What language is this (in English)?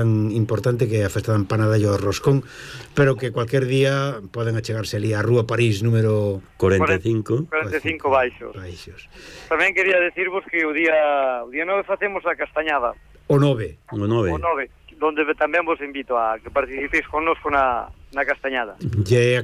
Galician